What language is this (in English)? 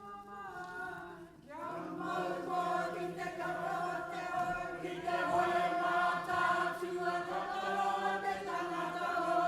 Māori